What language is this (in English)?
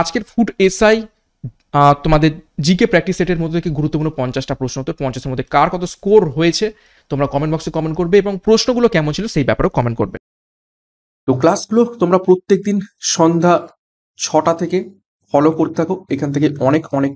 Bangla